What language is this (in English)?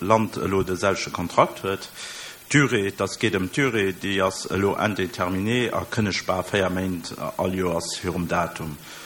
Luxembourgish